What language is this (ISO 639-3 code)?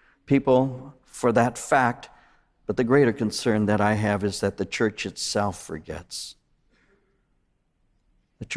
eng